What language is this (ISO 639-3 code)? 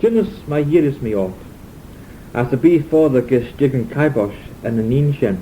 glv